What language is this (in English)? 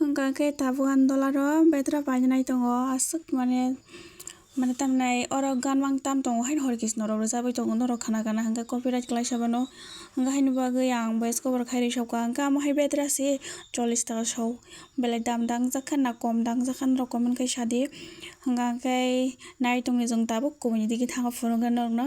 Kok Borok